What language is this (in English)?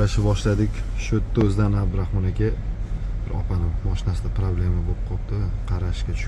Uzbek